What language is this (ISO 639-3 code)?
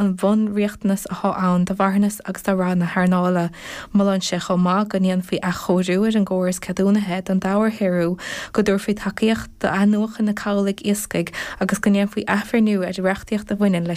gle